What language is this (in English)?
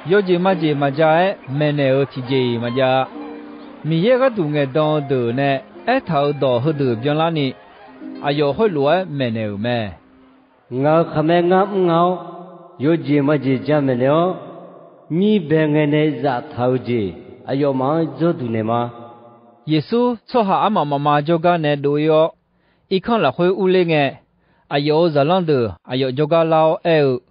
Akha